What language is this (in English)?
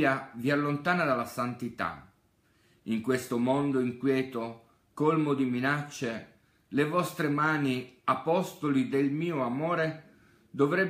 Italian